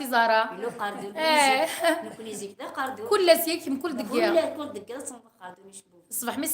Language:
Kabyle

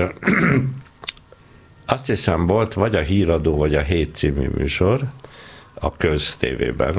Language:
Hungarian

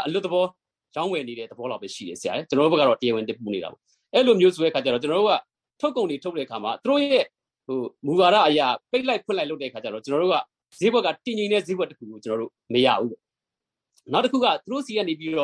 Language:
Burmese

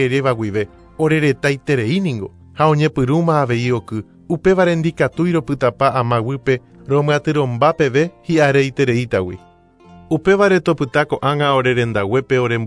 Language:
Guarani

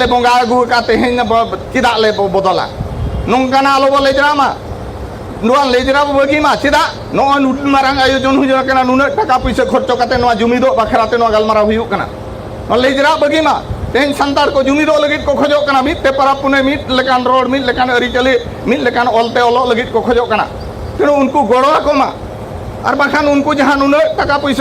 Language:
Santali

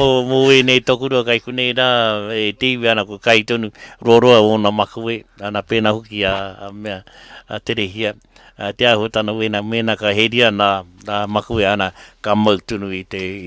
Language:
Māori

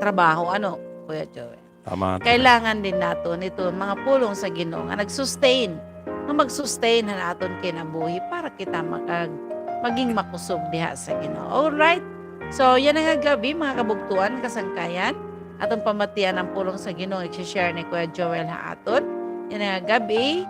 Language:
Waray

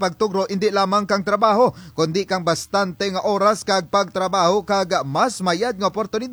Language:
Kinaray-a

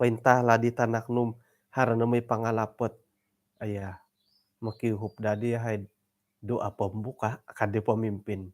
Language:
Central Dusun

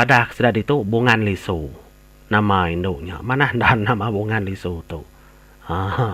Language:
Iban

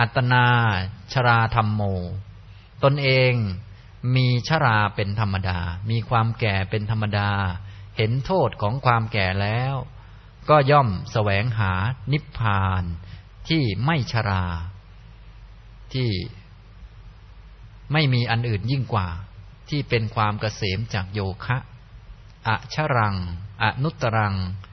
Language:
Thai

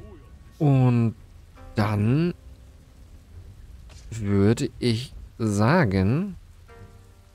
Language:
German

